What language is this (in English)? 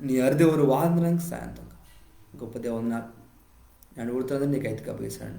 Koya